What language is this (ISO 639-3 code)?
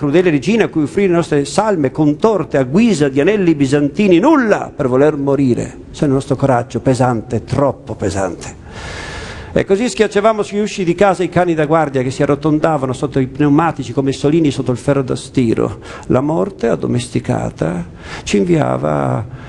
ita